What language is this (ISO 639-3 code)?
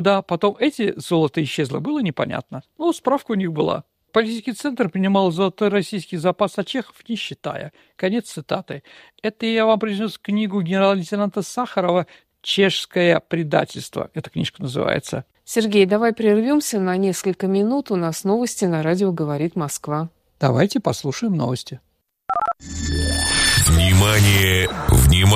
rus